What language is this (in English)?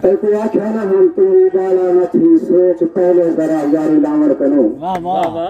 Saraiki